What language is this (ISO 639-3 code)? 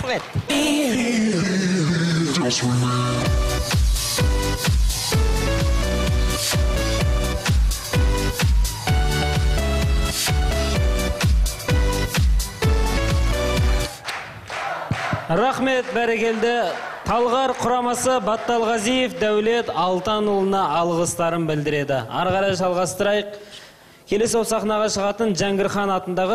kaz